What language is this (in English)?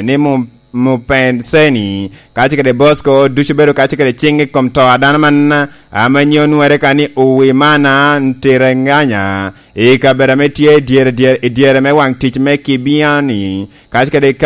Lango (Uganda)